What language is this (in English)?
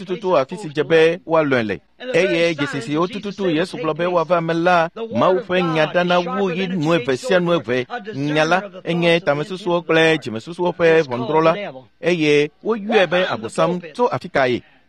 Ewe